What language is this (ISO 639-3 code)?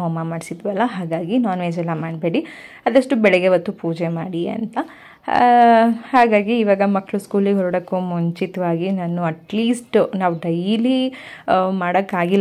kan